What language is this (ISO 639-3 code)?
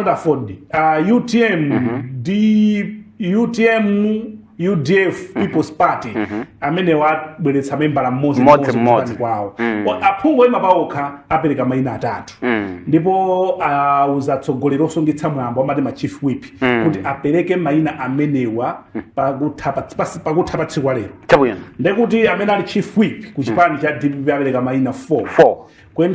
nya